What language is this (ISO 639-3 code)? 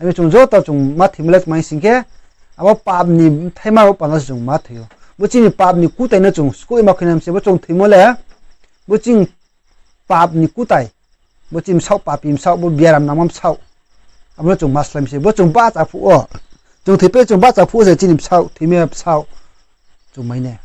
ria